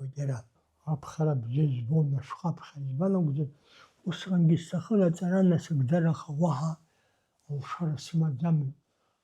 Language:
Abkhazian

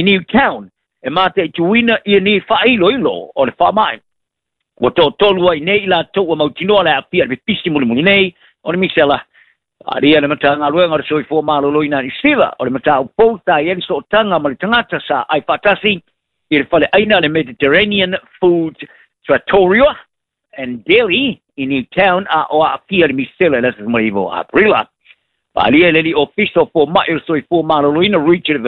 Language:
Samoan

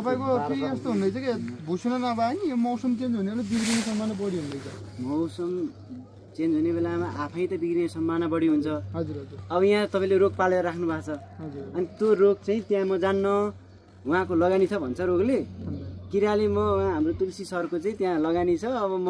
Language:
Nepali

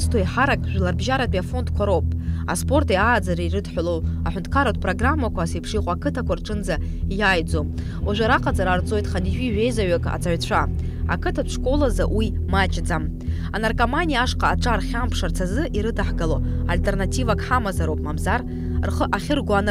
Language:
Abkhazian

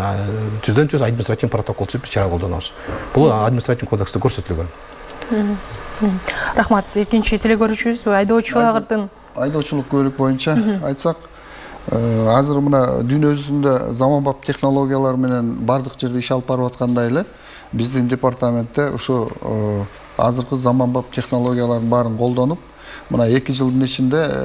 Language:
Kyrgyz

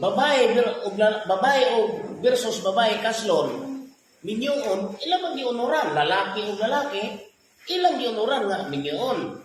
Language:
Cebuano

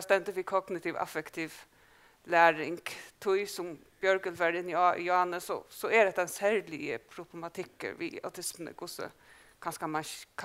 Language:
Faroese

